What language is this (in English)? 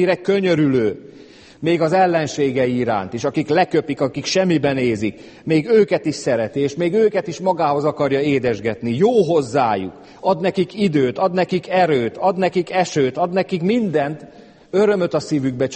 Hungarian